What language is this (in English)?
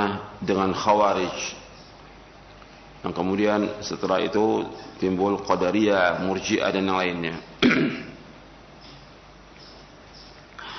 Indonesian